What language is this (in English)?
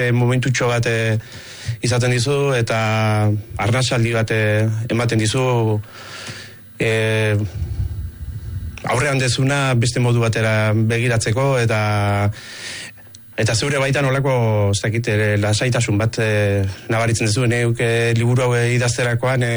Basque